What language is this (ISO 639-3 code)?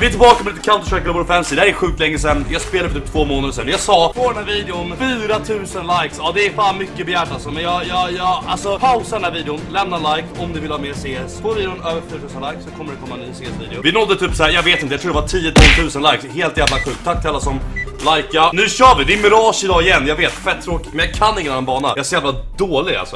swe